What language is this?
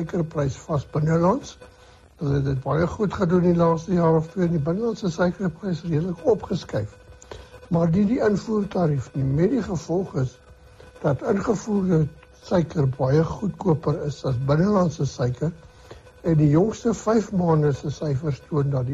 Afrikaans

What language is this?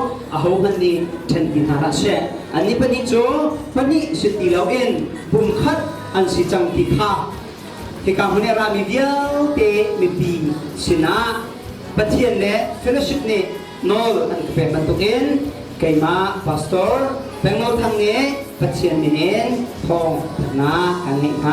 Hakha Chin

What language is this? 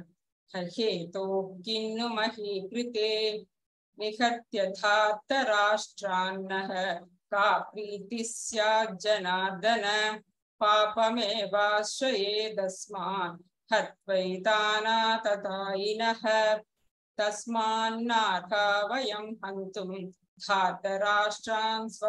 Sanskrit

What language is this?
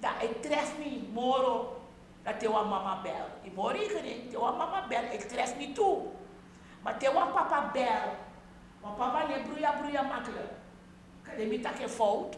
Sranan Tongo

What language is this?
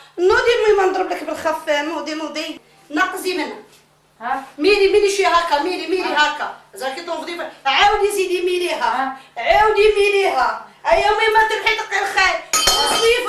Algerian Arabic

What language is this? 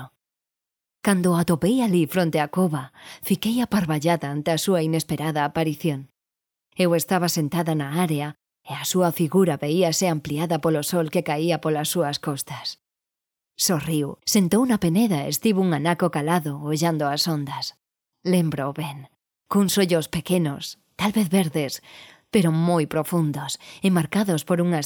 Galician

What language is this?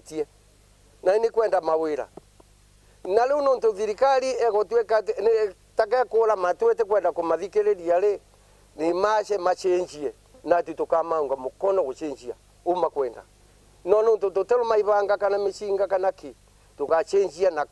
Meru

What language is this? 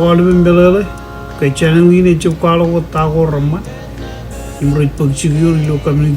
Marshallese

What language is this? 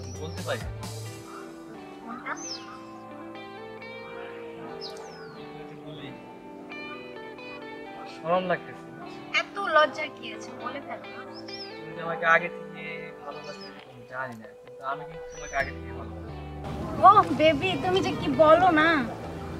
Bangla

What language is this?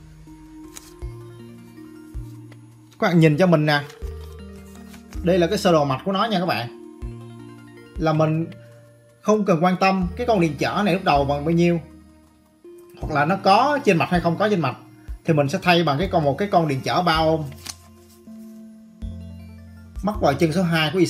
Vietnamese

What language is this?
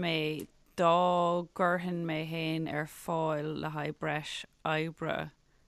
Irish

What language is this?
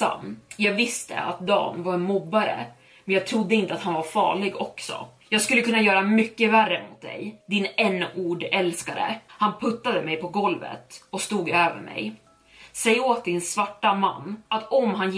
Swedish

